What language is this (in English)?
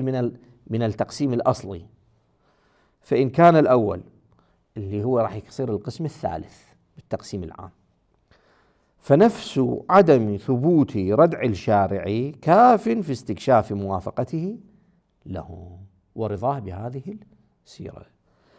Arabic